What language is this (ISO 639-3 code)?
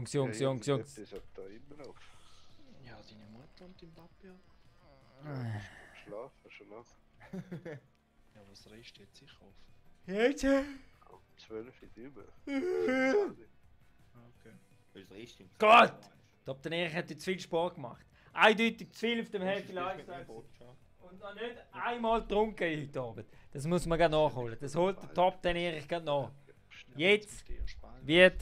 gsw